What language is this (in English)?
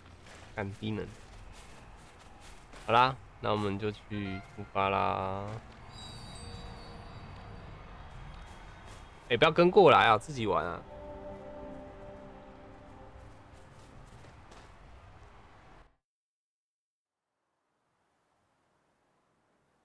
Chinese